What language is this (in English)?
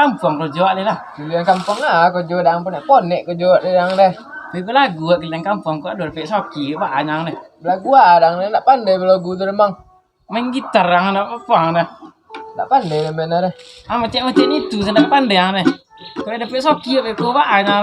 Minangkabau